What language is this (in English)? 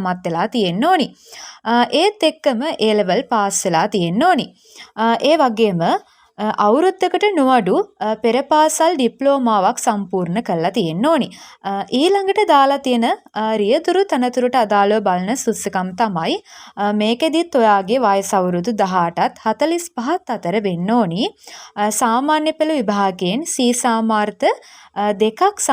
Sinhala